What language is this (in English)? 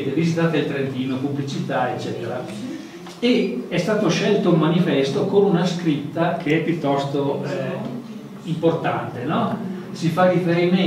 Italian